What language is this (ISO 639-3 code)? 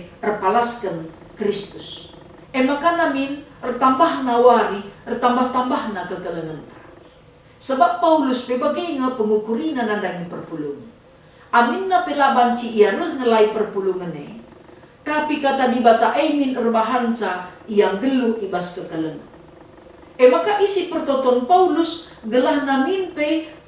btx